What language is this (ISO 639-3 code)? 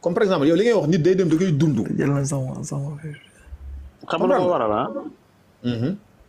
wol